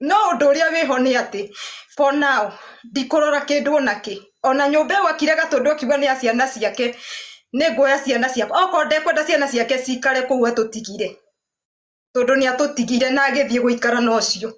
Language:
Kikuyu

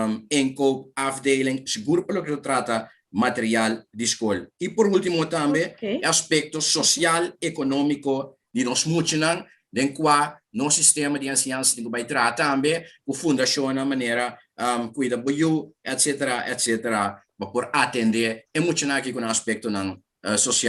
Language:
Papiamento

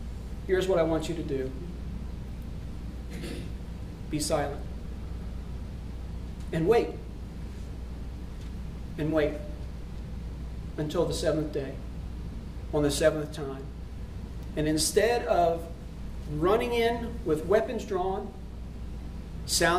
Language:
English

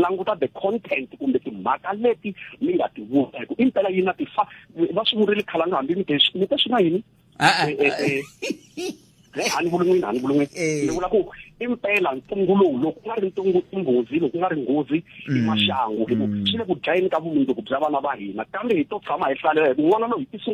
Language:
Tsonga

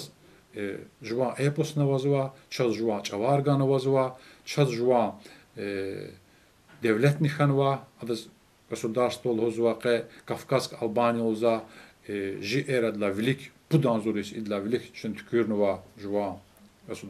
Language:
Lezghian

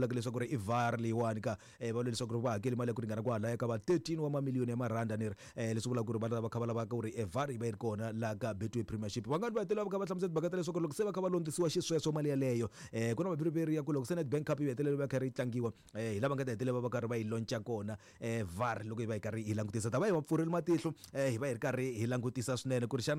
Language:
Tsonga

